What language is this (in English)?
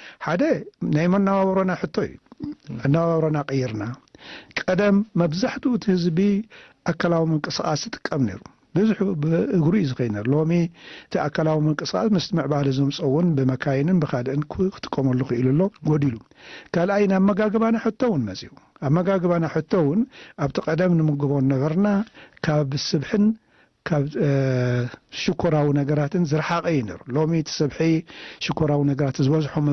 Tigrinya